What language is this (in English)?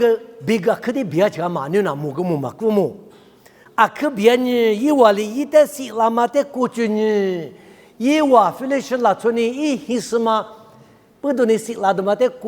Lisu